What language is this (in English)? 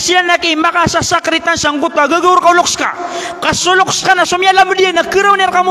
Maranao